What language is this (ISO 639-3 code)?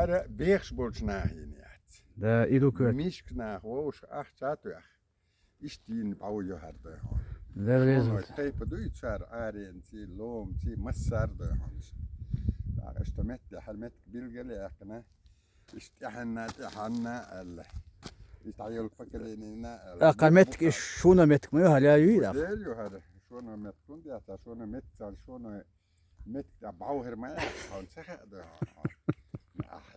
che